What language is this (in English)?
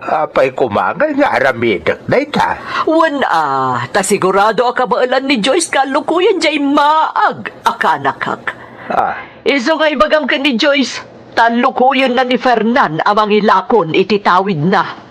Iloko